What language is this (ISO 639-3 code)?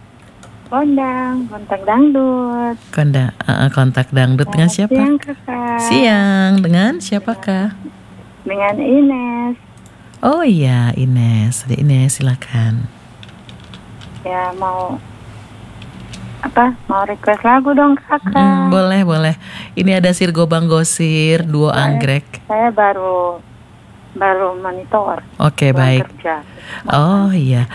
ind